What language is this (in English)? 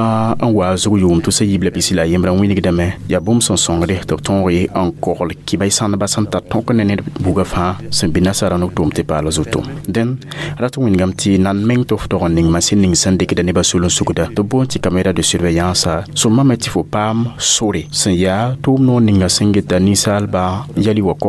Mossi